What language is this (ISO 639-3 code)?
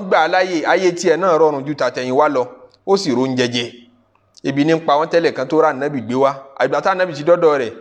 yor